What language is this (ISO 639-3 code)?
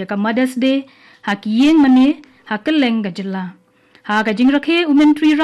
kha